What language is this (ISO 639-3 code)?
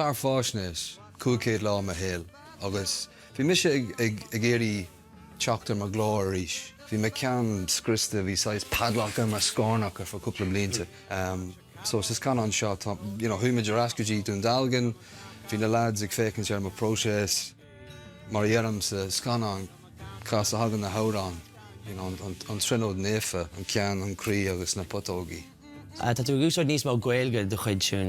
gle